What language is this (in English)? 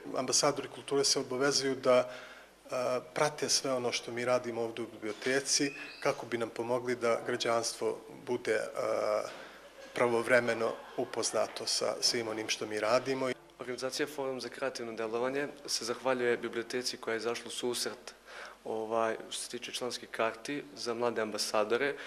Bosnian